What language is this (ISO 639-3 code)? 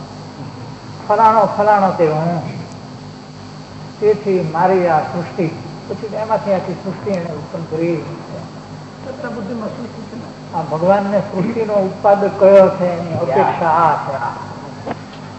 guj